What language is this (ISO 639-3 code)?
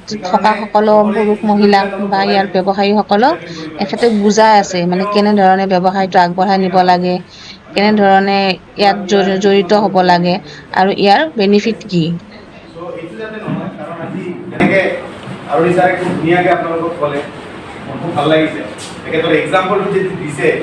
asm